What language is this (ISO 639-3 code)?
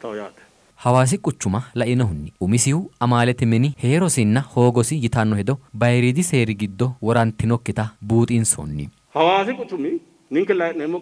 sid